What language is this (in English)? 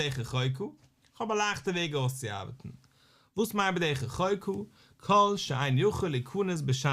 Yiddish